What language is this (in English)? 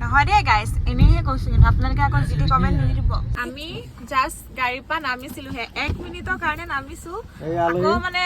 Assamese